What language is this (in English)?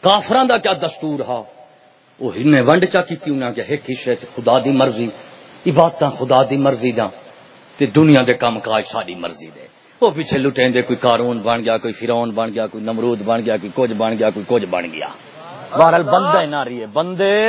Saraiki